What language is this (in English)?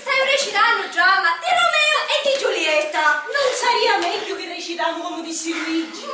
Sicilian